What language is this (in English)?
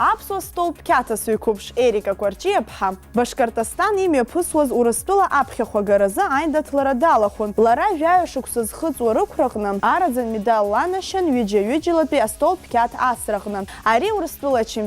Abkhazian